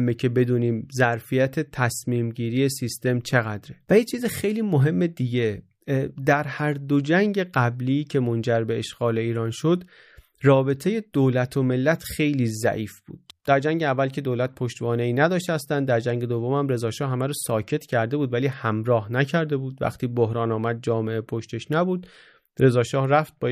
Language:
Persian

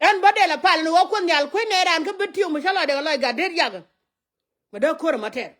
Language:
Nuer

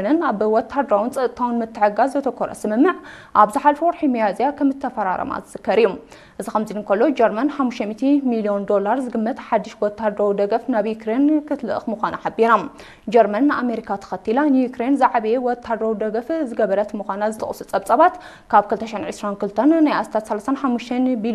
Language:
Tigrinya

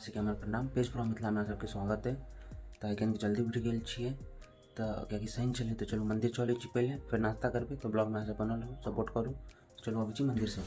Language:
Maithili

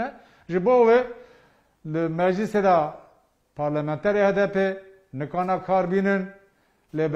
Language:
Kurdish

